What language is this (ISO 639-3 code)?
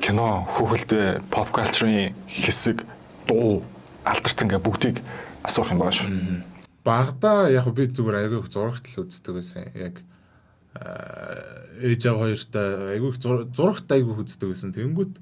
mon